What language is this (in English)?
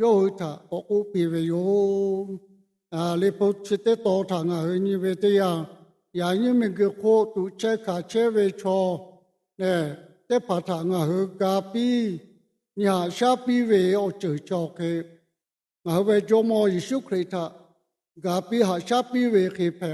Lahu